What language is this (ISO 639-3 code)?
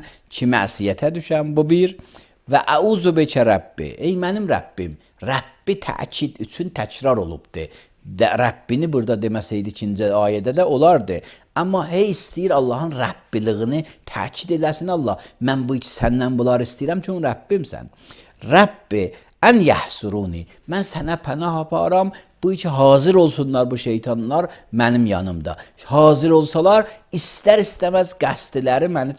aze